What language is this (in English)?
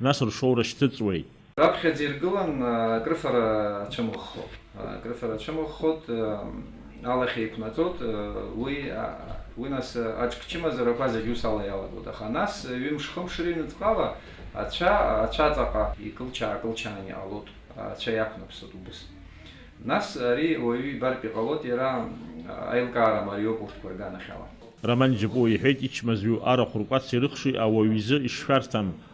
Abkhazian